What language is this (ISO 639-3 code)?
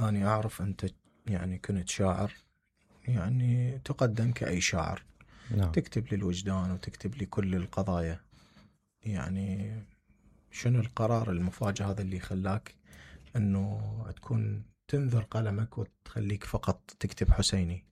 acm